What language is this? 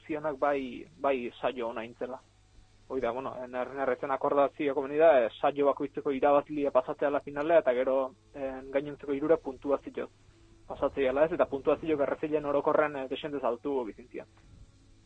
Basque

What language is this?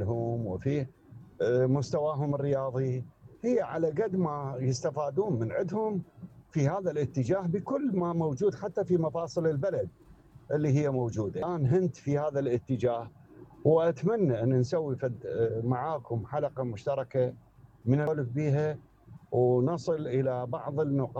Mesopotamian Arabic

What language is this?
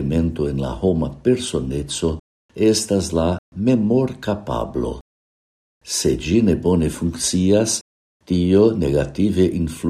Esperanto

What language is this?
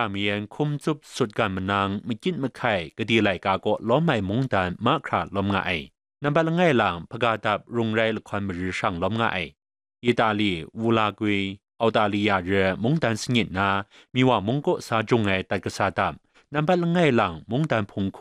Kachin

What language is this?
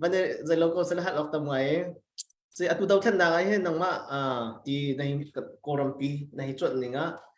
Hakha Chin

